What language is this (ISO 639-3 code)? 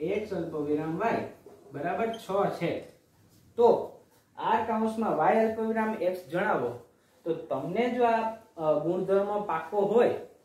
guj